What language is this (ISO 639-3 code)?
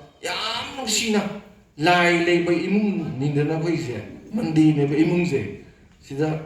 mni